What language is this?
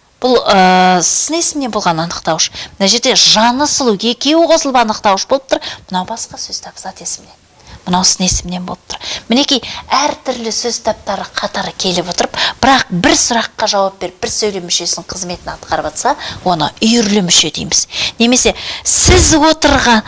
Kazakh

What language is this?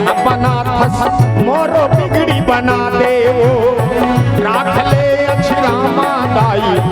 Chhattisgarhi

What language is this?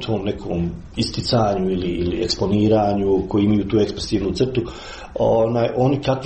Croatian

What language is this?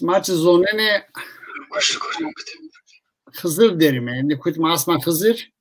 Zaza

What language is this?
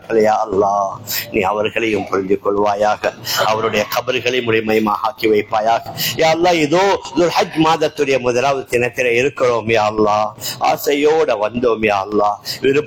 Tamil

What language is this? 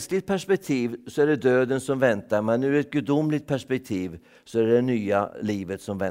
Swedish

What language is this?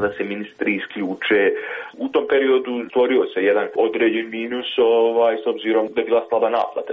Serbian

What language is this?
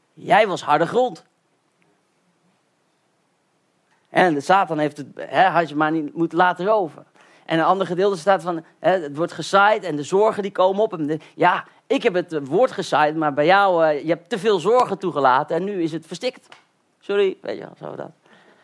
Dutch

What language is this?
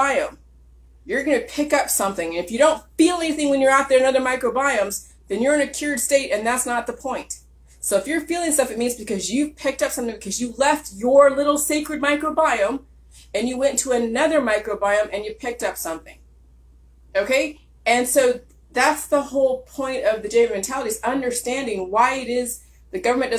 English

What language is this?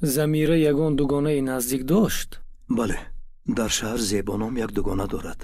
Tajik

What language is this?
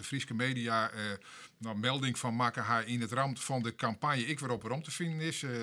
Western Frisian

